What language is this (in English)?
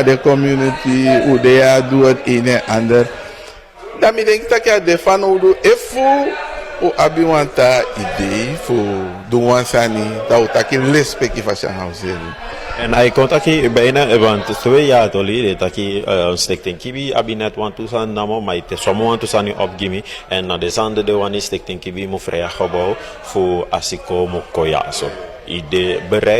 Sranan Tongo